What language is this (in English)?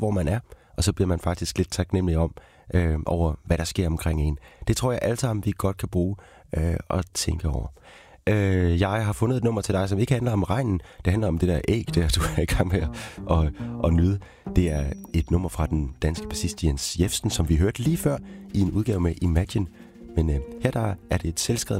Danish